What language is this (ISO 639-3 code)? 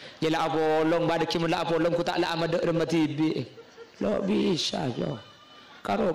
mad